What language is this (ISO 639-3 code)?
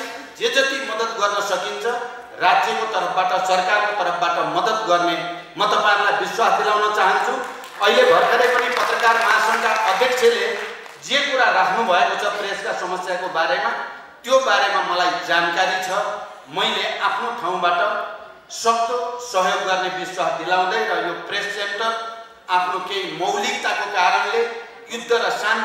nep